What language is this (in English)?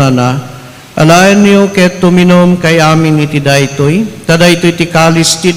Iloko